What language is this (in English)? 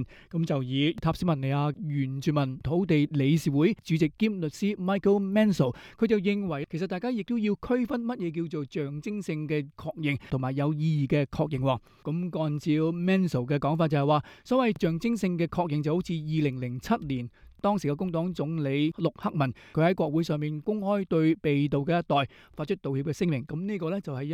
Cantonese